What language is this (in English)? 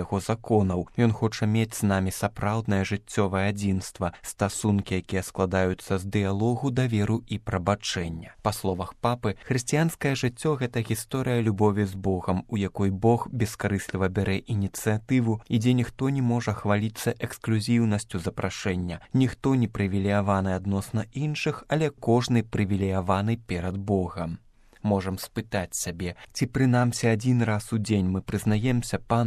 Belarusian